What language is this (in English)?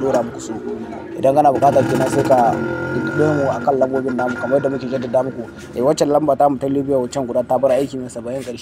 Hausa